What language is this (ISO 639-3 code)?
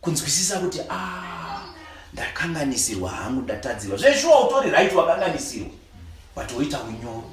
sna